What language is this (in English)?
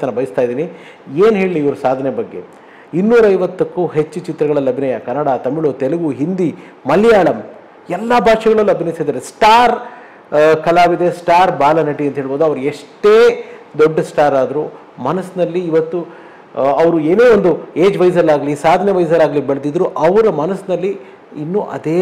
Kannada